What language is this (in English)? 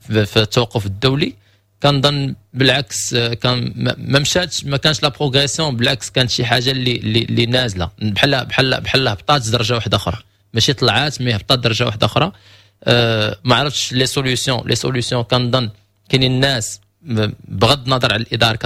Moroccan Arabic